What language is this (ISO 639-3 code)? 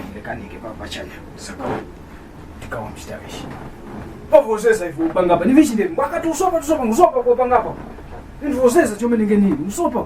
tum